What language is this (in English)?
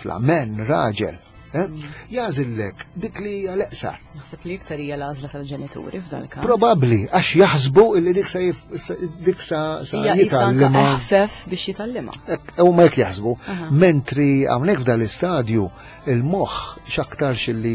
Maltese